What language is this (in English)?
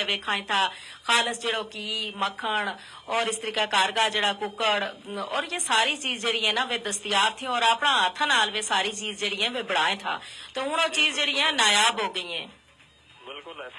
Gujari